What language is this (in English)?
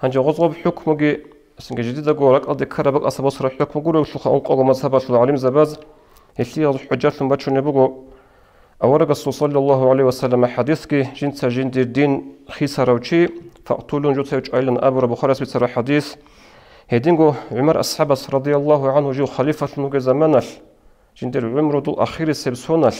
Avaric